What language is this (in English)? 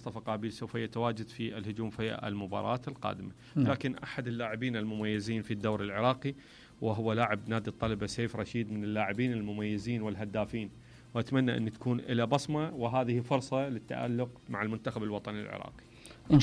Mesopotamian Arabic